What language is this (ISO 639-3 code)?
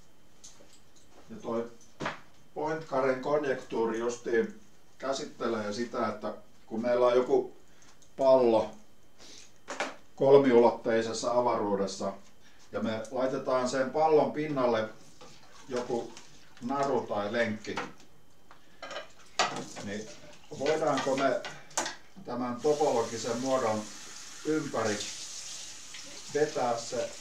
fin